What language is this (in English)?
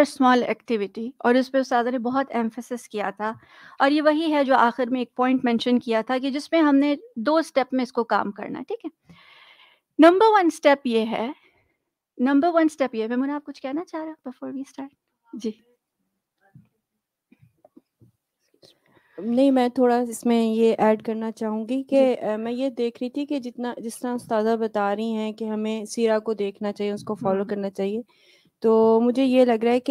Urdu